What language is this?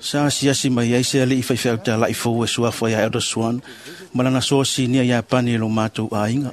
Samoan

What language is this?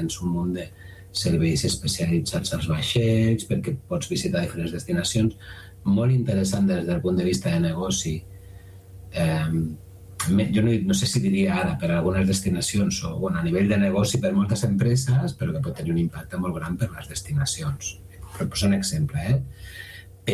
Catalan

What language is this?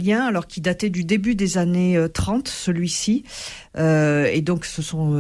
French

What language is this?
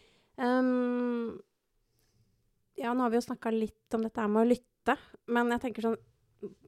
Norwegian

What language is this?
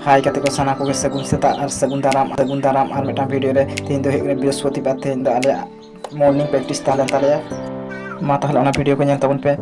Santali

